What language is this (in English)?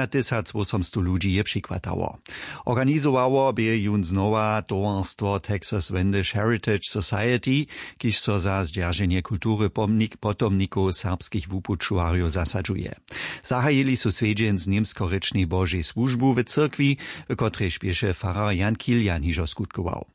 Upper Sorbian